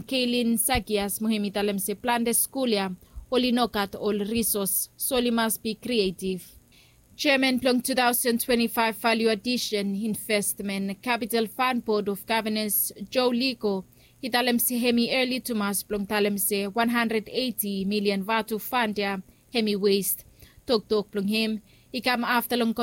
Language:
Bislama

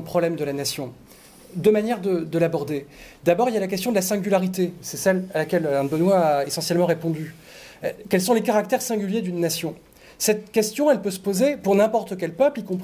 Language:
French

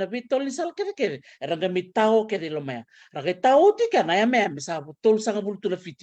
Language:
Fijian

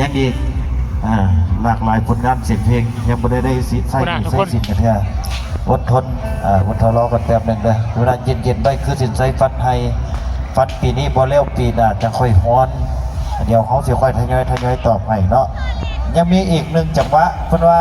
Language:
Northeastern Thai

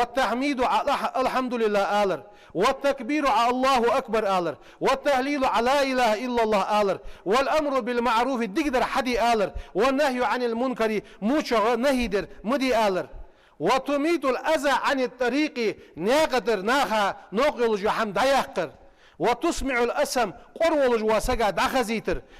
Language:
Ingush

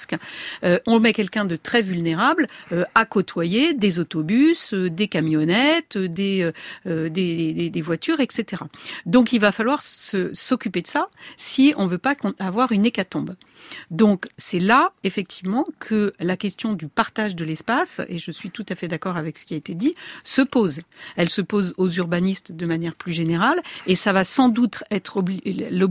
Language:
French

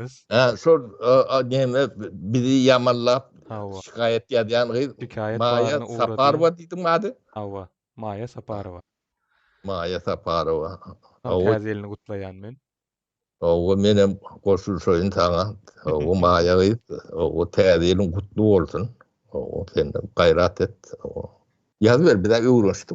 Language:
Turkmen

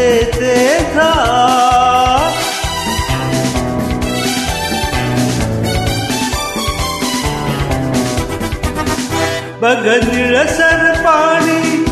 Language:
Marathi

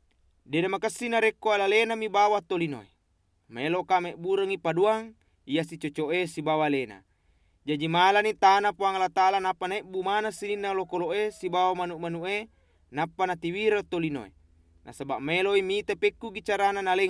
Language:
Buginese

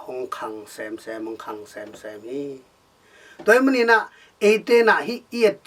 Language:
Tedim Chin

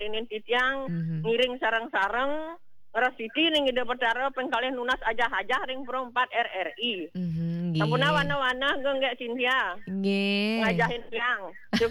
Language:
Balinese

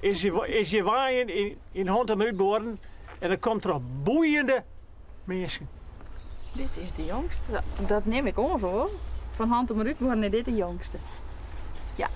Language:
Western Frisian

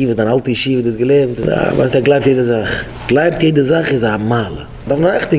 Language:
Yiddish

